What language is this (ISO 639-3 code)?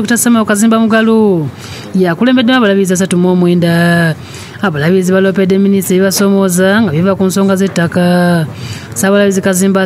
lug